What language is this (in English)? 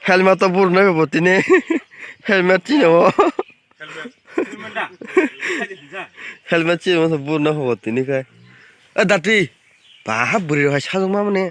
Kok Borok